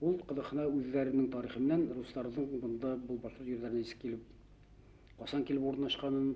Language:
Bashkir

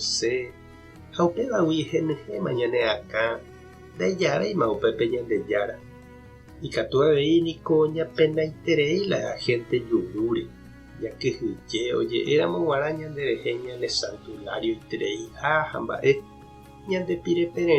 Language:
Guarani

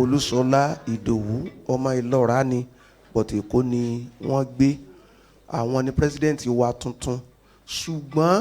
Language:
Yoruba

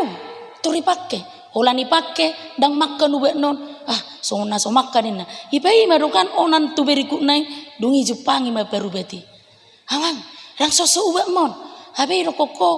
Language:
Batak Toba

